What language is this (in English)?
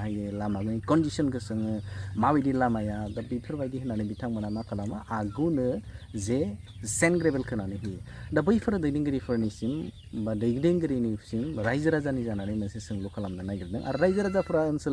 Bodo